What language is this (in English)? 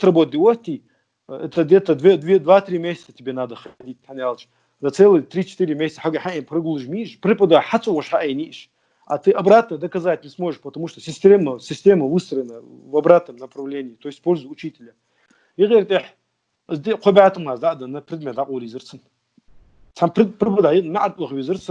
Ingush